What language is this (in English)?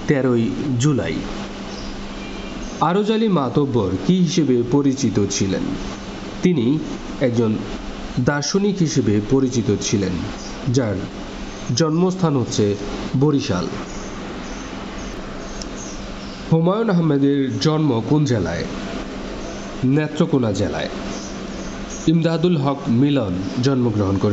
Bangla